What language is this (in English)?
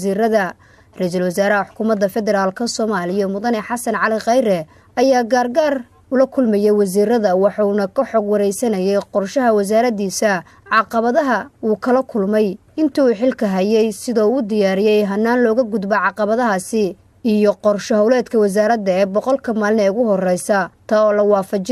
Somali